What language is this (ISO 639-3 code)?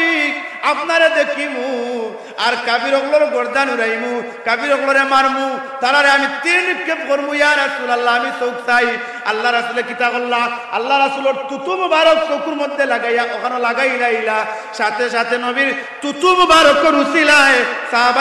syl